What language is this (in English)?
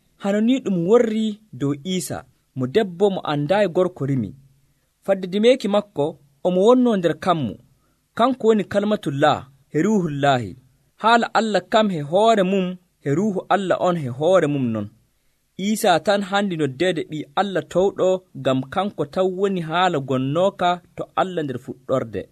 Nigerian Fulfulde